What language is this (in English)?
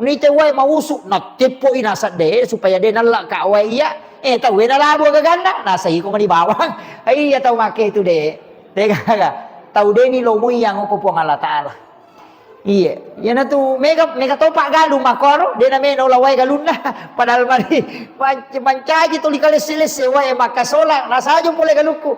Buginese